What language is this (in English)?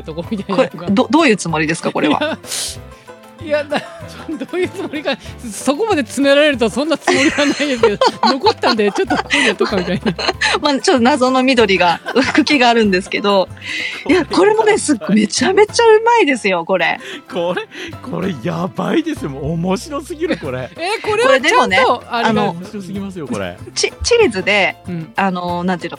Japanese